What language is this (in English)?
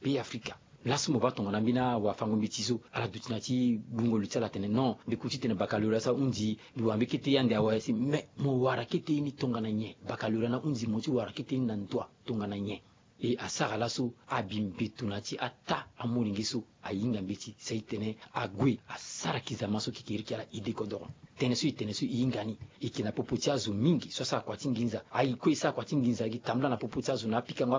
Sango